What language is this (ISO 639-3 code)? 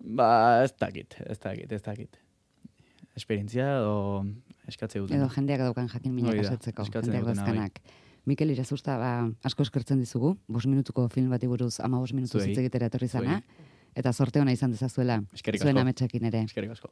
eus